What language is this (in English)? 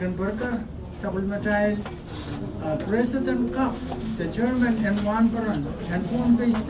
Pohnpeian